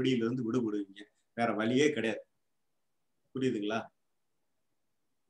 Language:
Tamil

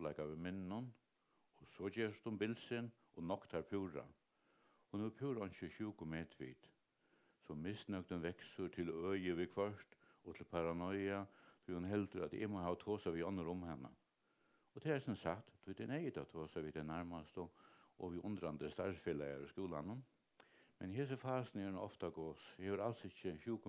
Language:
Faroese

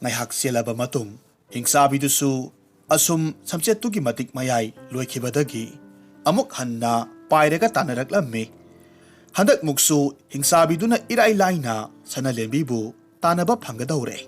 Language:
Manipuri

